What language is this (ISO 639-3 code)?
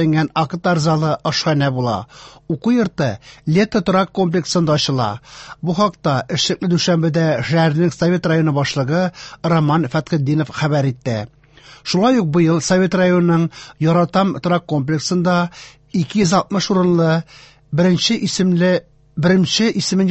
tat